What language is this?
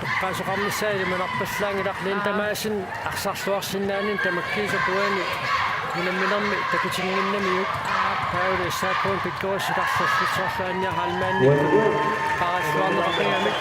Kalaallisut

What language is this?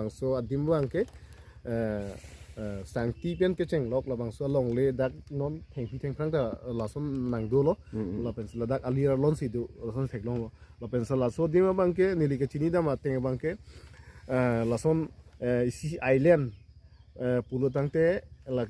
Karbi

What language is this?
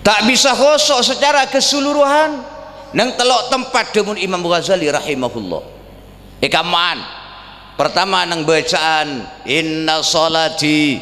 Madurese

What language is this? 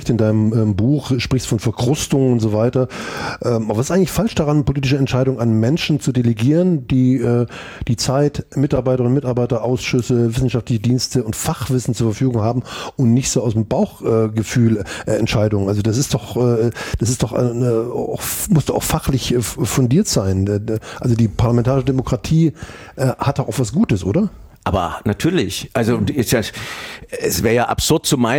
German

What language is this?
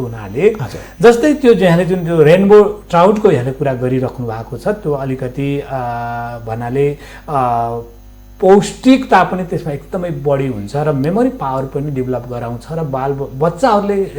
Nepali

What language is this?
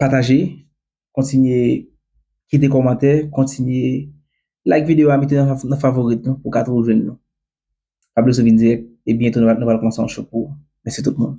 Haitian Creole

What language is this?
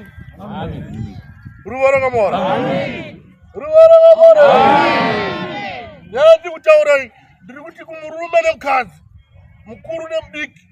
Shona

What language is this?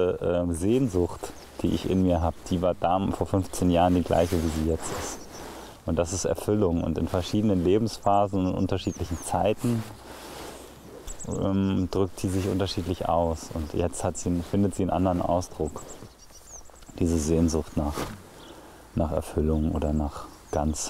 German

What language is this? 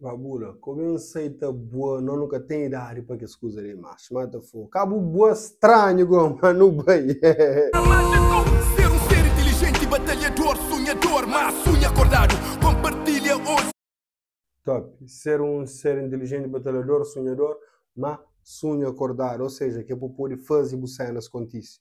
Kabuverdianu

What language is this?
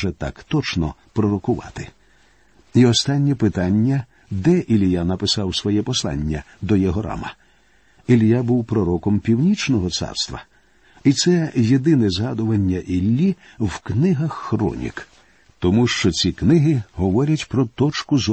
Ukrainian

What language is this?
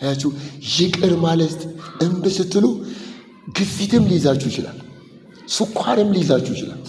Amharic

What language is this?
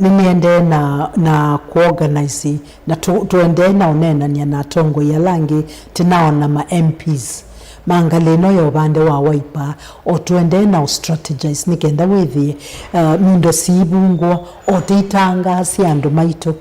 Kamba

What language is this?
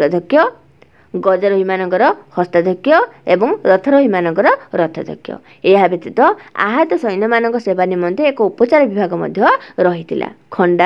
Odia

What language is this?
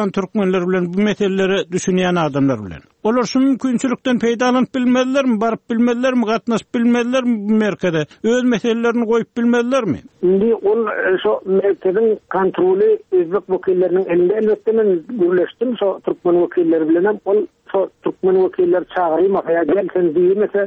Turkmen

